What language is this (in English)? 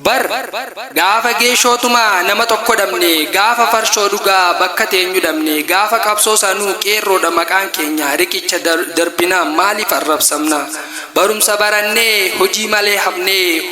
Oromo